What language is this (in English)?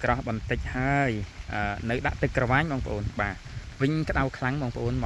Khmer